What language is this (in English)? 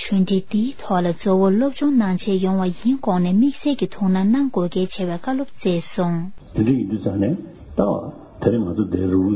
Tibetan